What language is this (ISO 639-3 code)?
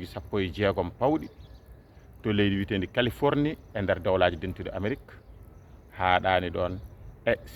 ful